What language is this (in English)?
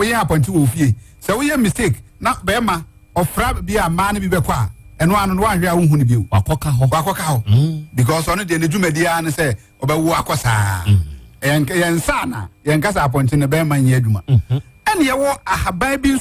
Akan